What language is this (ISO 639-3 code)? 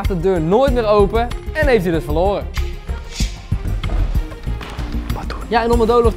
nld